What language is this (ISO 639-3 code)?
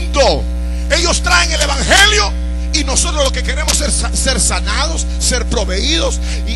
spa